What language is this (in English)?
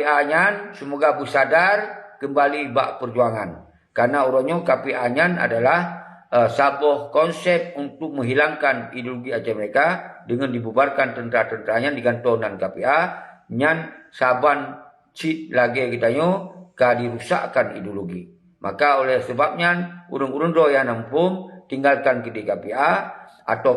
Achinese